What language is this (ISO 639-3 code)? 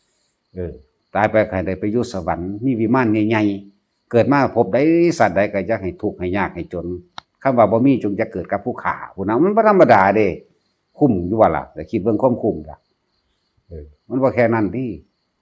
tts